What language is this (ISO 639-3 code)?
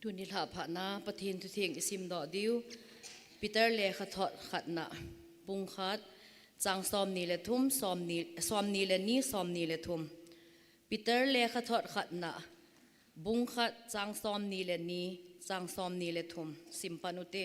tcz